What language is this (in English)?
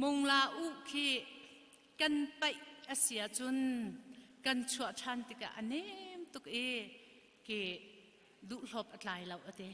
Hakha Chin